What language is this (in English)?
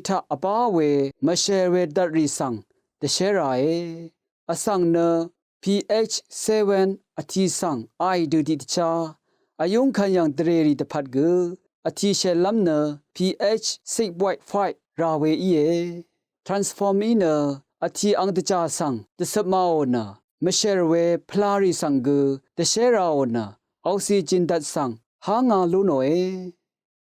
Rawang